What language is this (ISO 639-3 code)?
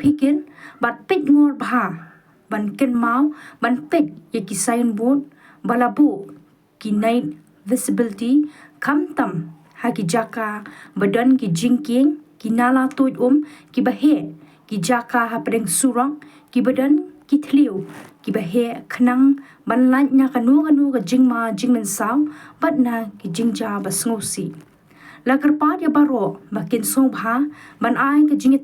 kha